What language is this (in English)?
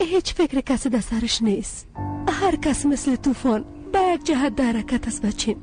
Persian